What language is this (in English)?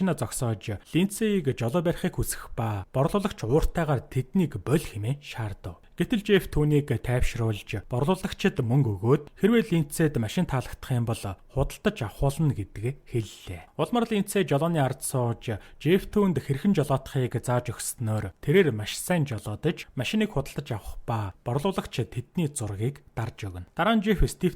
Mongolian